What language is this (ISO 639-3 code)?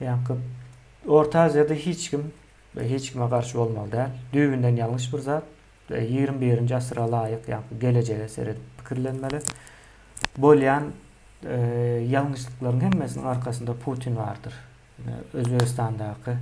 tuk